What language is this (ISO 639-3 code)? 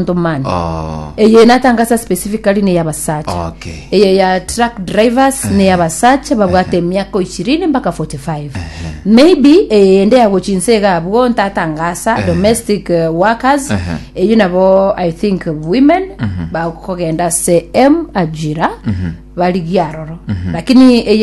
guz